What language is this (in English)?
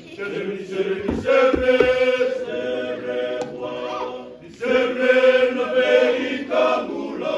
Fijian